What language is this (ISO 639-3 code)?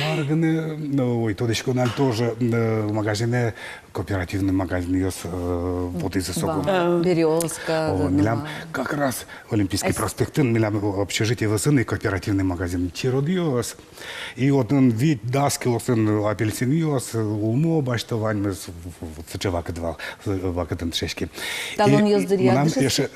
udm